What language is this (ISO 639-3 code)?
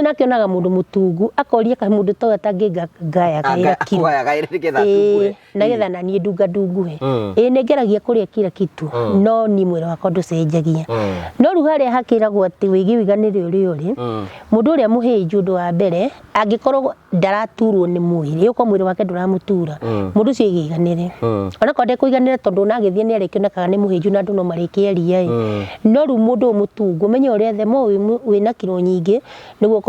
kik